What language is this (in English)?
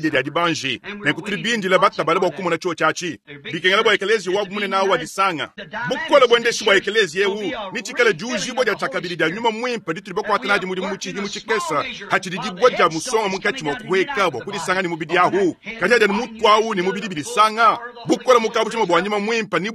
Luba-Lulua